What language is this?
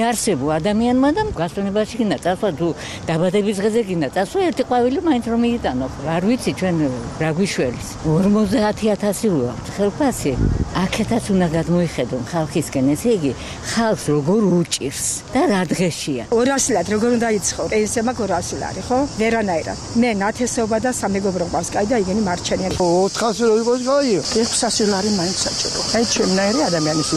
Georgian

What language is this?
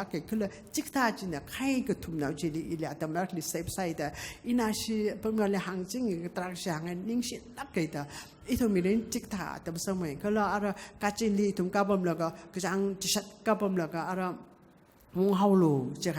Tangkhul Naga (India)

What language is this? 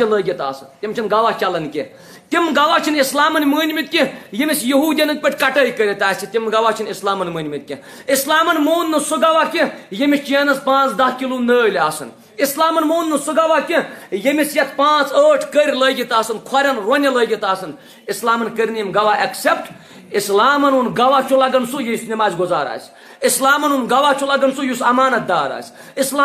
Kashmiri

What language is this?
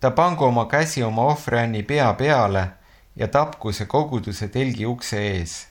Estonian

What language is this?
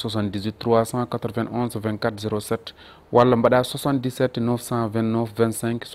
Fula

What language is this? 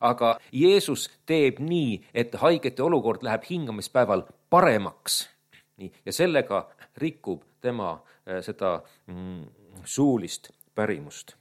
Estonian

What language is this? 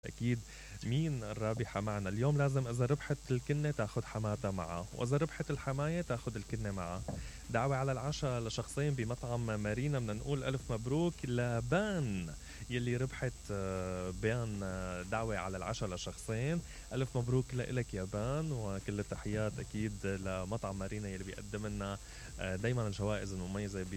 Mesopotamian Arabic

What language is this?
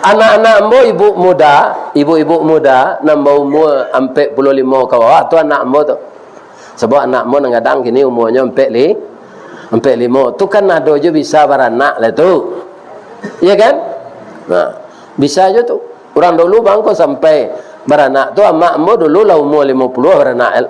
Minangkabau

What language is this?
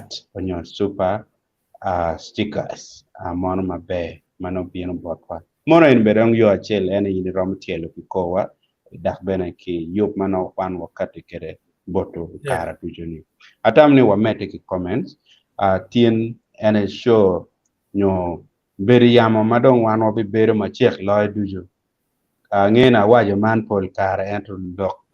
Acoli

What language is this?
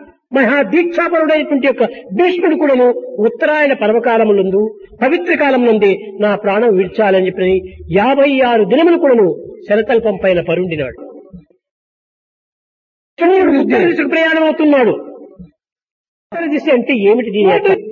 Telugu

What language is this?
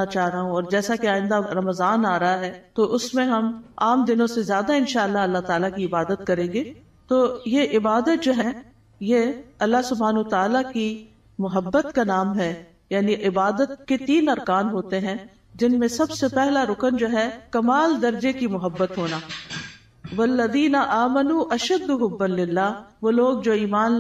Urdu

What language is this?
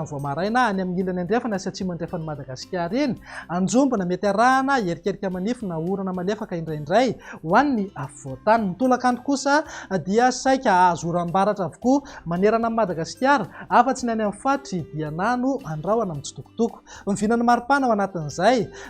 Malagasy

